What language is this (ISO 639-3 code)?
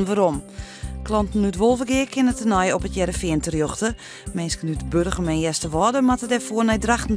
fry